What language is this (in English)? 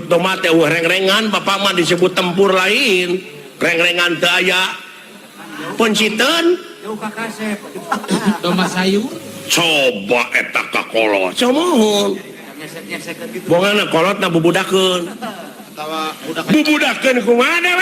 Sundanese